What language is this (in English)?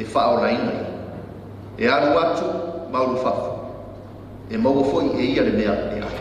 Samoan